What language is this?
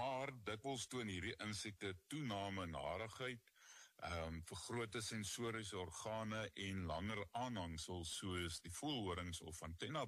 Afrikaans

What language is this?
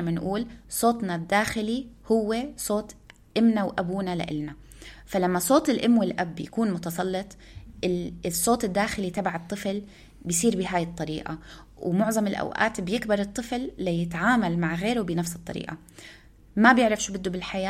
North Levantine Arabic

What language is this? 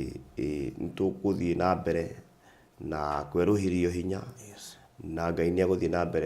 Kikuyu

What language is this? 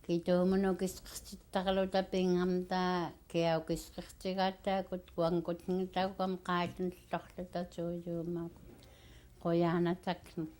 Central Yupik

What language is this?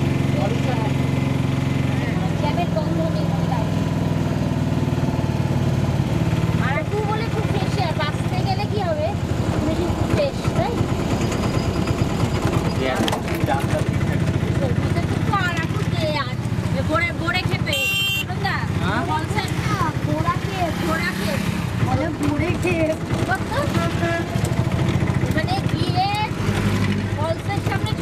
Bangla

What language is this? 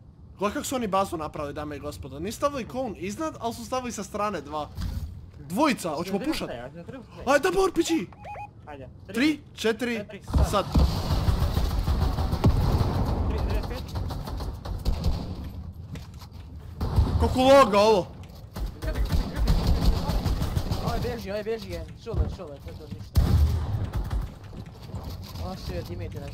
Croatian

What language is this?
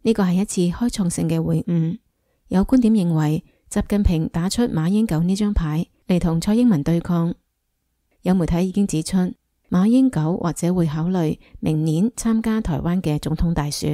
Cantonese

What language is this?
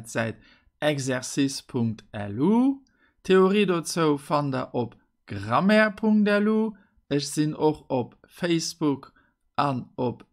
Luxembourgish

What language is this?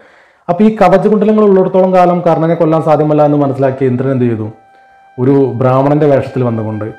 Malayalam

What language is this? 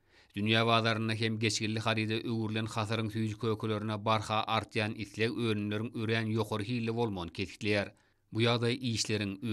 Turkmen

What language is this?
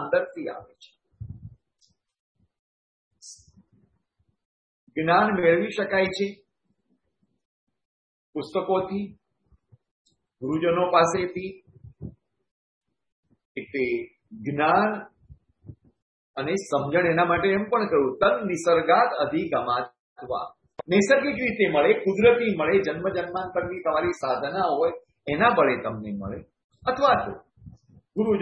Gujarati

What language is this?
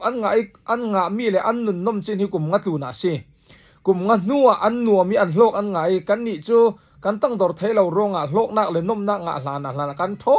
Falam Chin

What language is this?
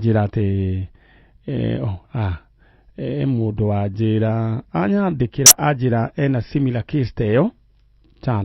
Kikuyu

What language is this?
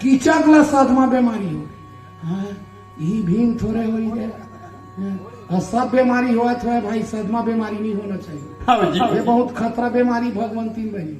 Chhattisgarhi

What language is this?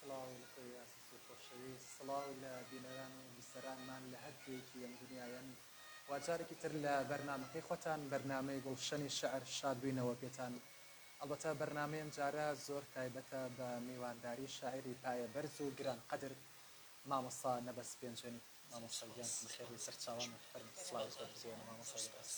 Central Kurdish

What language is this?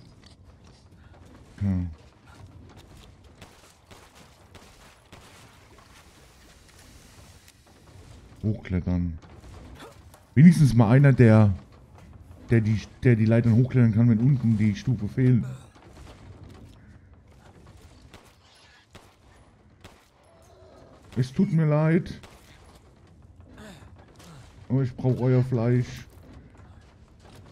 German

